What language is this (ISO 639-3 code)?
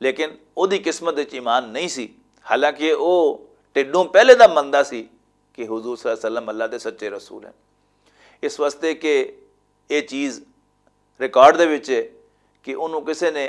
lah